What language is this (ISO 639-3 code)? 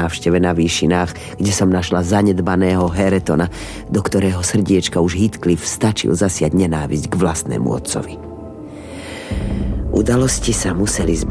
slk